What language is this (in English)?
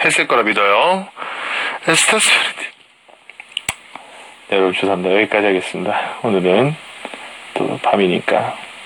Korean